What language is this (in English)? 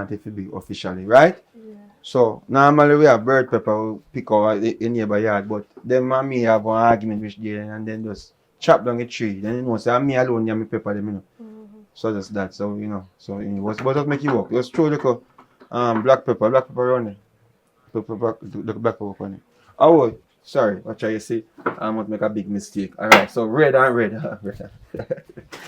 Jamaican Creole English